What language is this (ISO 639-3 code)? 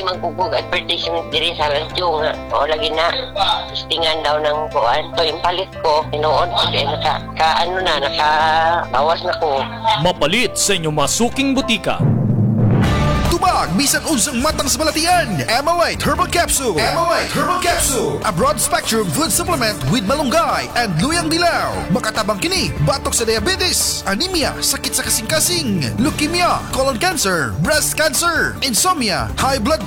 ceb